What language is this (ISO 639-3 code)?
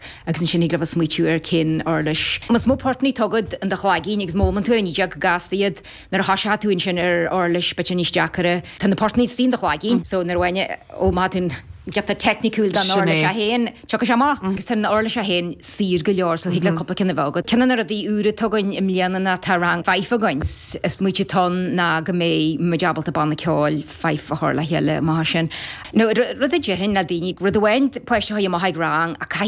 gle